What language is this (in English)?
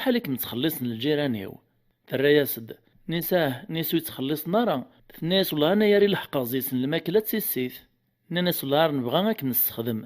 Kabyle